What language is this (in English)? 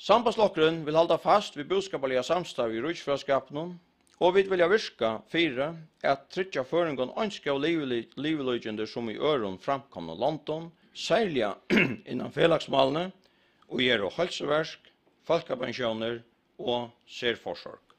Faroese